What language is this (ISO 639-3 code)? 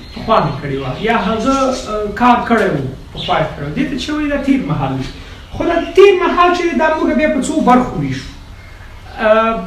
pus